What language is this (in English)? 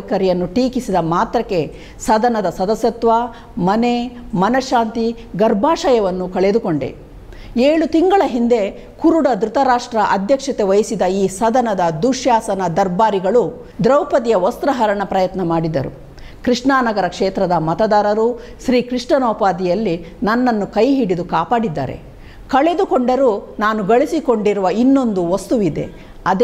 Kannada